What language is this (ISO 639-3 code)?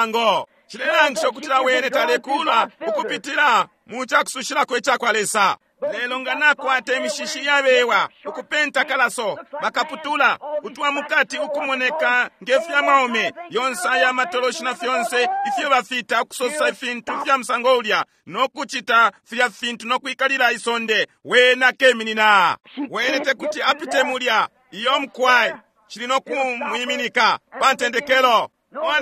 bem